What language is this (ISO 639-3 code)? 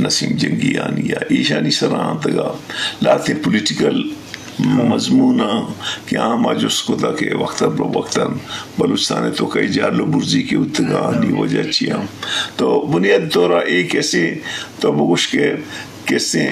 bgp